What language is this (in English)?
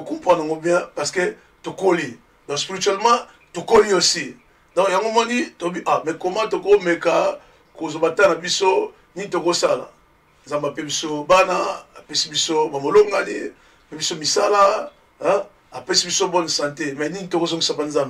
Lingala